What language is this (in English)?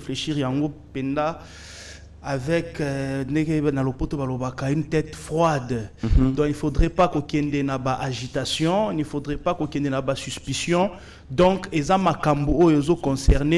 French